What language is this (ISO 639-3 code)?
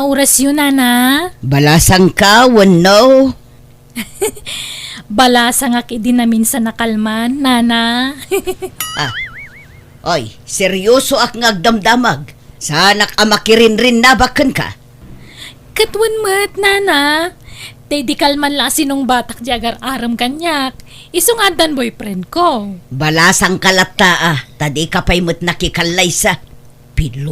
ilo